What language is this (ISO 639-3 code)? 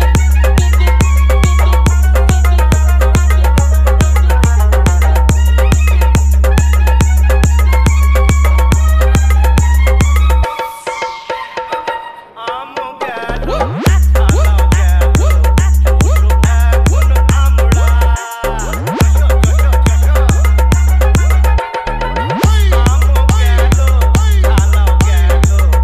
ben